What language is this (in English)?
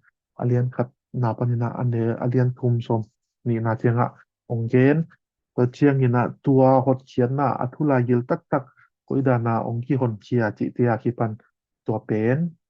Tedim Chin